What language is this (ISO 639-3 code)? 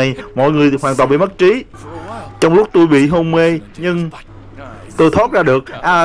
vie